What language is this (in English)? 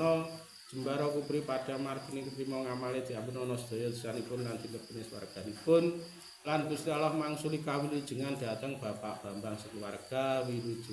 Javanese